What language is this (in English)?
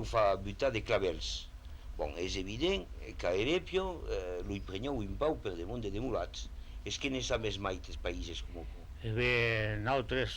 Occitan